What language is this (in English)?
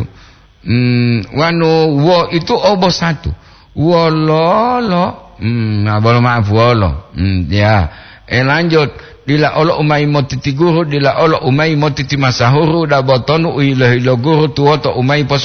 Gorontalo